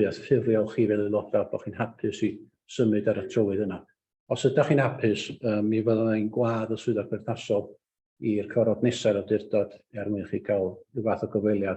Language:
Welsh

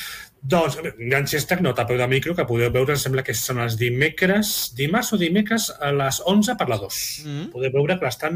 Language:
Catalan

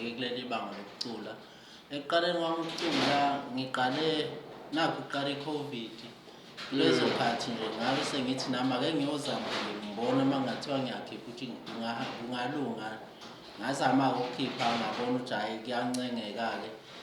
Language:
Zulu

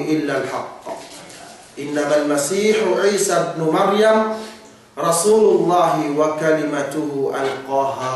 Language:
Yakan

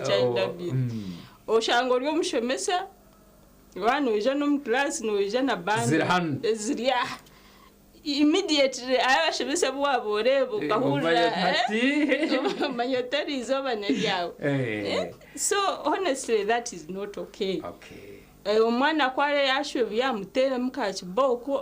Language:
Nyankole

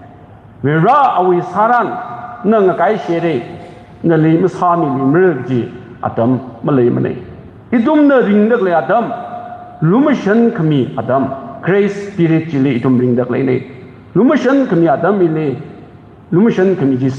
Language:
Tangkhul Naga (India)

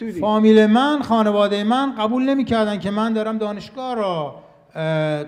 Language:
Persian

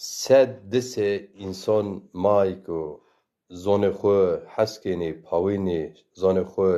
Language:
Zaza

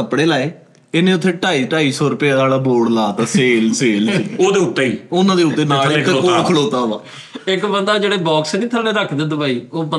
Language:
Punjabi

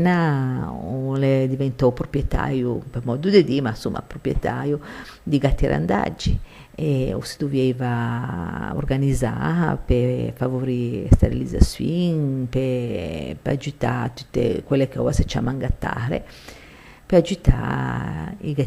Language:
Ligurian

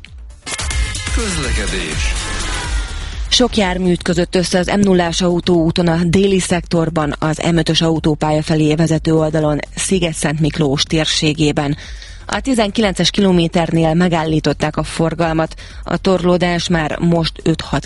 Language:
Hungarian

